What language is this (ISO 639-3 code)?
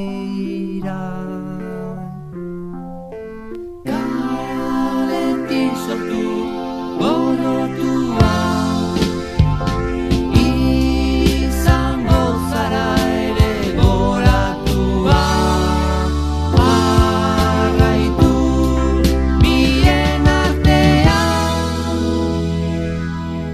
eus